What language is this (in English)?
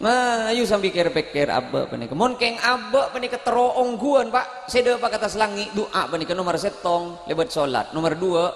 Madurese